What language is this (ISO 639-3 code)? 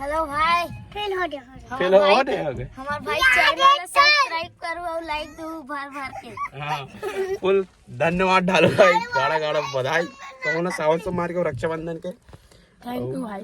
hne